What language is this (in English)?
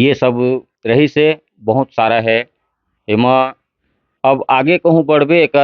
Chhattisgarhi